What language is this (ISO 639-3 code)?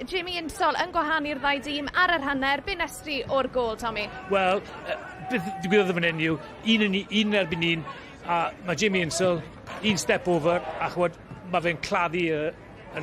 cym